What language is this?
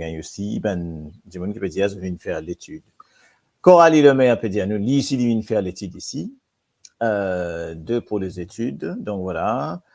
Morisyen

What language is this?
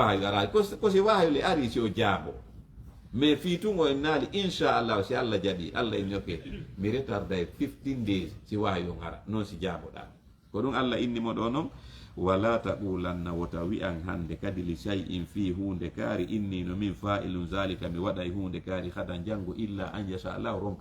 Fula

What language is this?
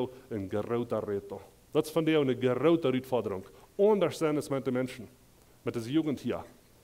Plautdietsch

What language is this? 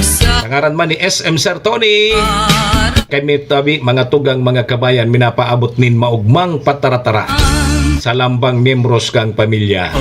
Bikol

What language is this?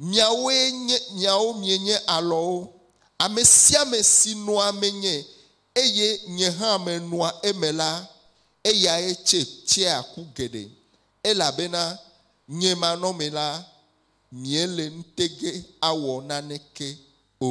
Ewe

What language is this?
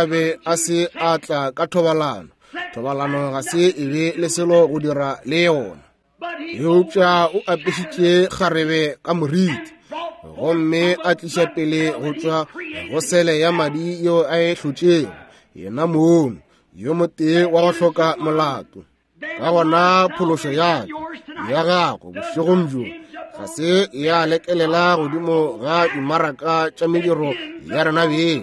Northern Sotho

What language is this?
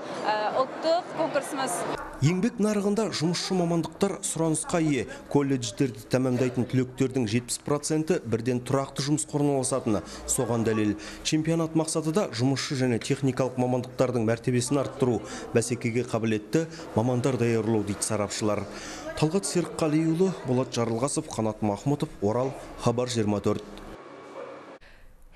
Kazakh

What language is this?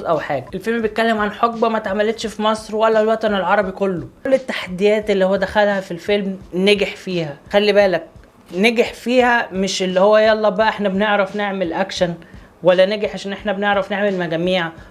Egyptian Arabic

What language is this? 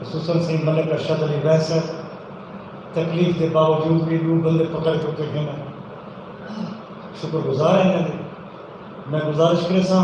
Saraiki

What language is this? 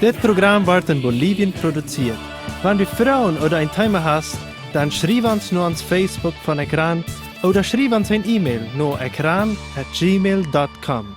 Plautdietsch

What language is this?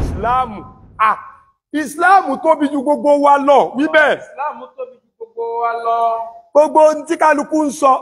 Yoruba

